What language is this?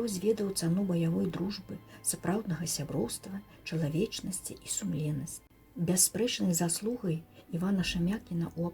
Belarusian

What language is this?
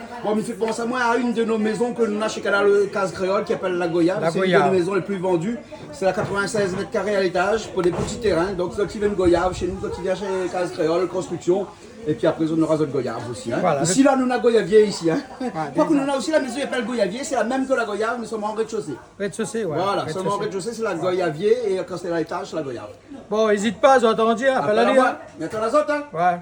Réunion Creole French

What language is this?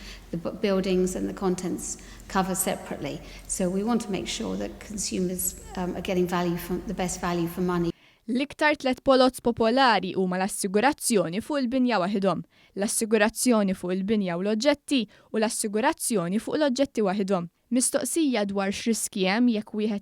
Maltese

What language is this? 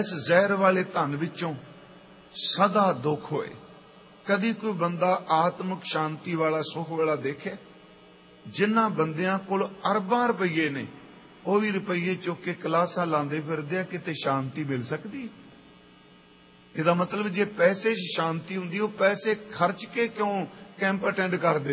Punjabi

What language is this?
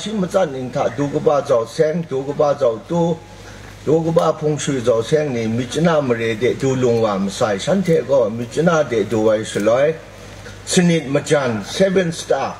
Kachin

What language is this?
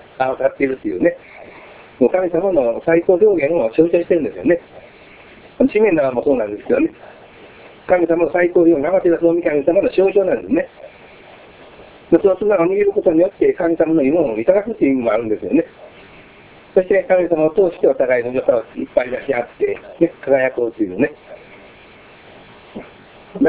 Japanese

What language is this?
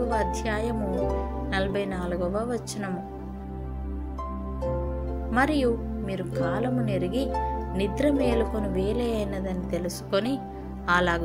Telugu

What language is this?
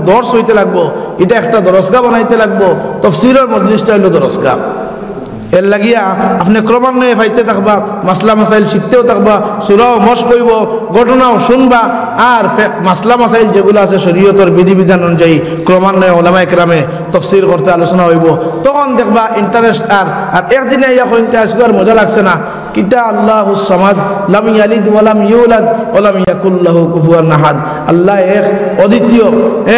Sylheti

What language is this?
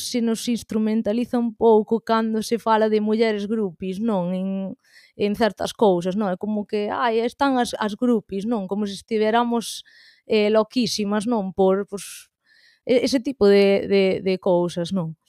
Galician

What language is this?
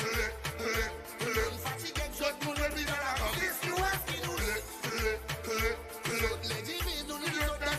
Seselwa Creole French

